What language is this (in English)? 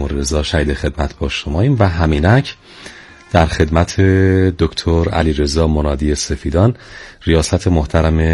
Persian